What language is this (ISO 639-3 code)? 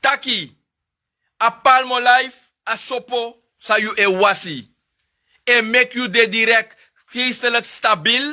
srn